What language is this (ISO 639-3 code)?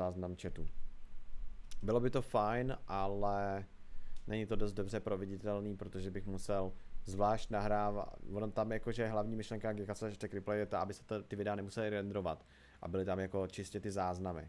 ces